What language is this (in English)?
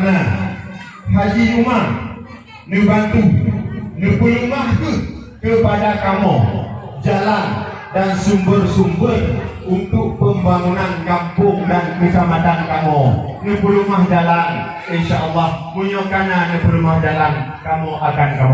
Achinese